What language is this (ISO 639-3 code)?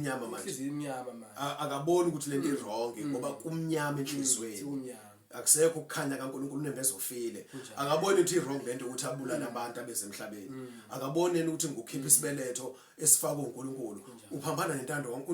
zul